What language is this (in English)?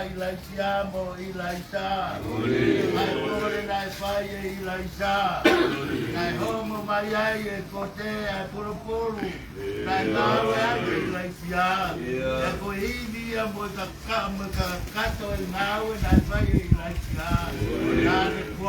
Tongan